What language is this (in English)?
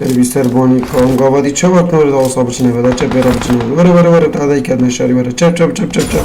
Kurdish